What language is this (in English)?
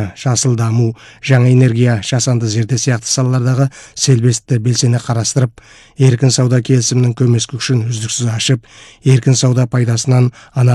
Kazakh